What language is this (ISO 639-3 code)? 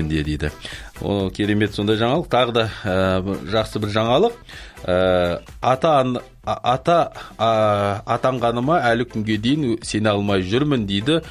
kaz